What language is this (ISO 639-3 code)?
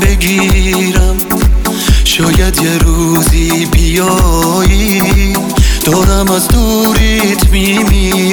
fas